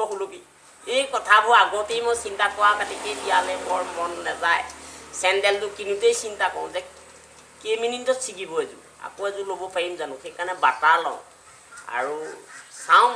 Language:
Assamese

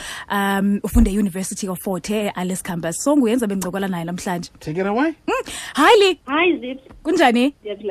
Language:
Xhosa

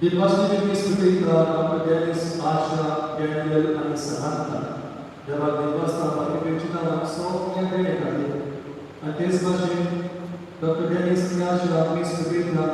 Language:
Konkani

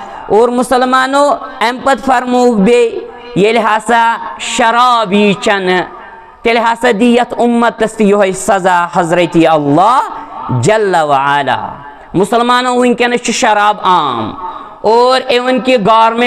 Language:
Kashmiri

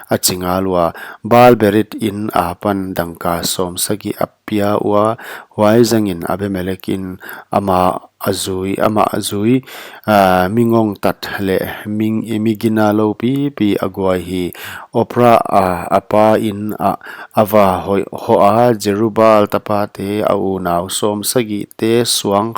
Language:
Paite Chin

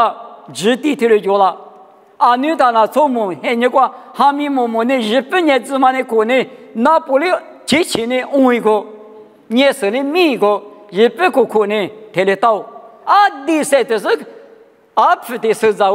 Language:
Lisu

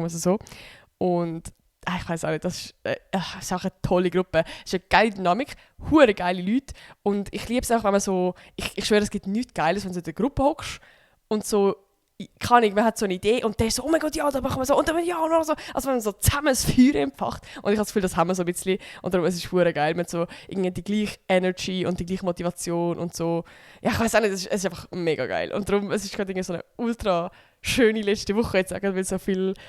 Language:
Swiss German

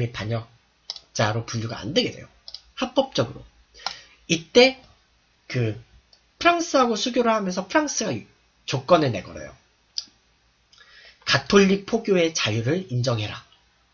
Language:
Korean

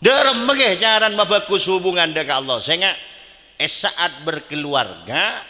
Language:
Madurese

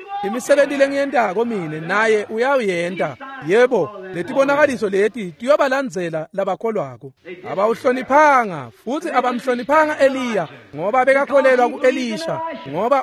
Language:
Swati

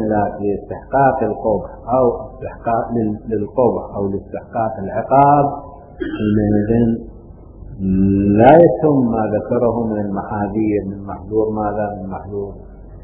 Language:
Arabic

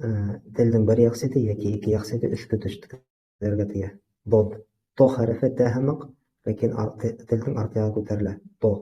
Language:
Bashkir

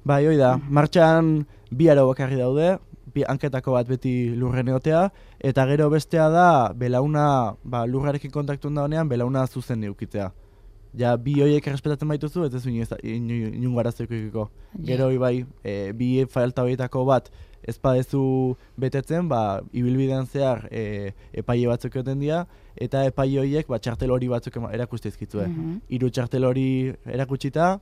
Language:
Basque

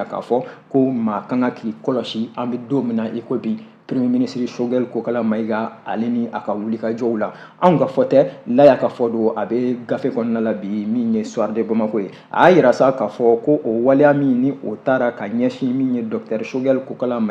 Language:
Bambara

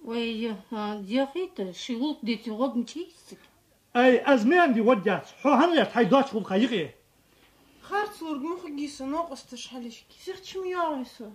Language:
Ingush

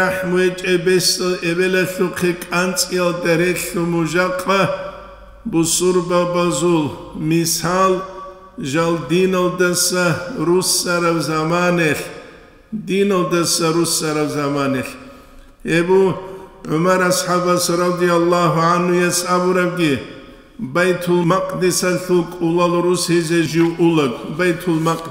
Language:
Avaric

